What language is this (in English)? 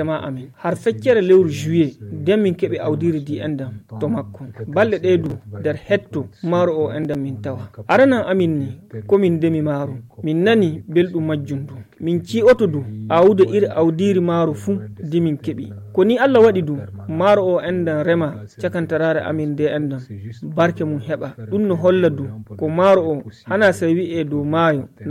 Nigerian Fulfulde